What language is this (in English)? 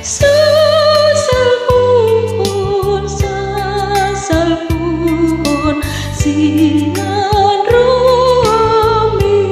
Batak Toba